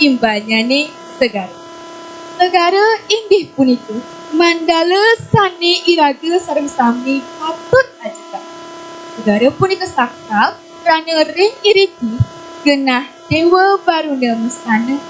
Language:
Balinese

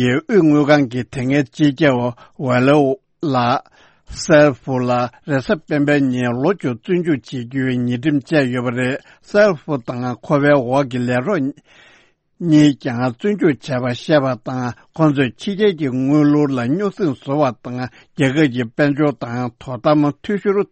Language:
Tibetan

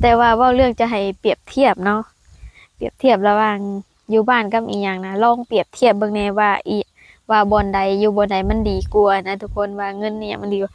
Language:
Lao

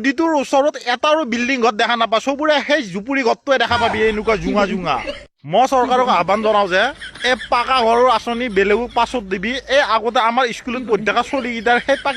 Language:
Assamese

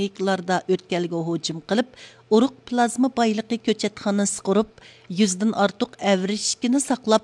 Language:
Uyghur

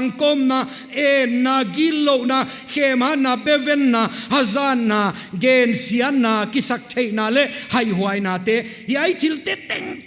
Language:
Paite Chin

